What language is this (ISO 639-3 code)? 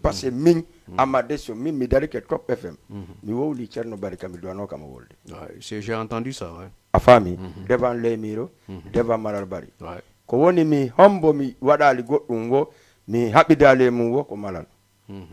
ful